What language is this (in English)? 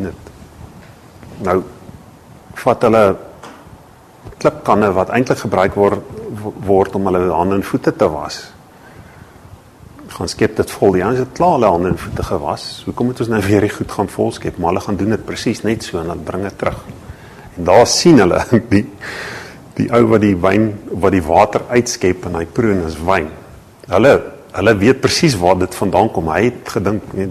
Afrikaans